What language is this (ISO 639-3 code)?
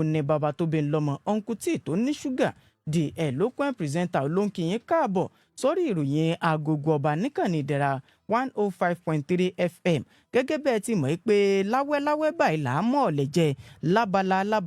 yor